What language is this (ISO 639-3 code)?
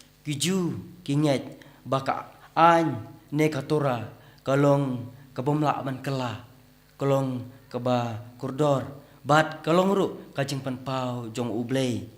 kha